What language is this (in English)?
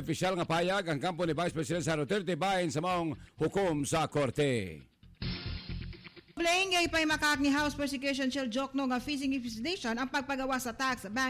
Cebuano